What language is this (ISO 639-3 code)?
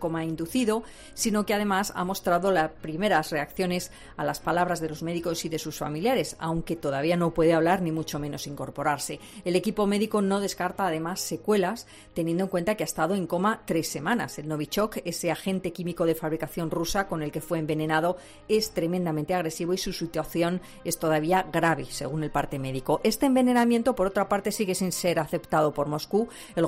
spa